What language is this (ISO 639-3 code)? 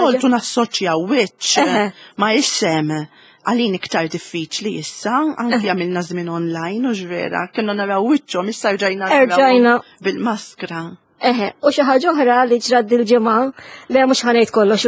mlt